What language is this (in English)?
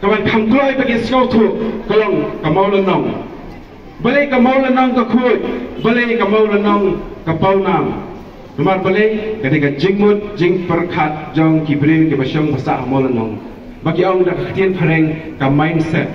Khasi